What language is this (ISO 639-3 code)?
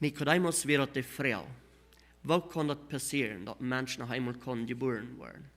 pdt